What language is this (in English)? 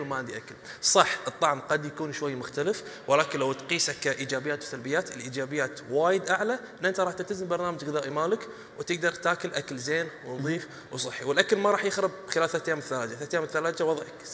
Gulf Arabic